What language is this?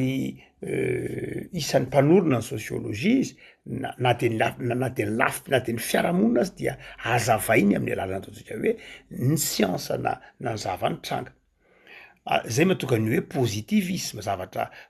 Malagasy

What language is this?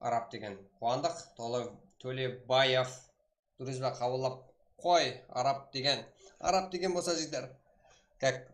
Kara-Kalpak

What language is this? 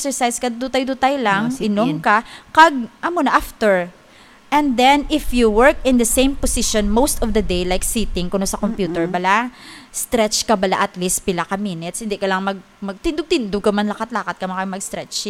Hiligaynon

